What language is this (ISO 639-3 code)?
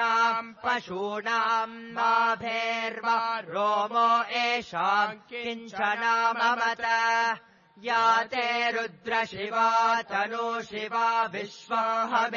san